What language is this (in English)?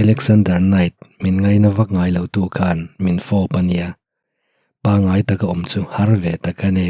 Mizo